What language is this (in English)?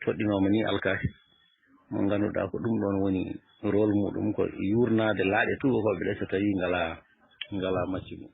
Fula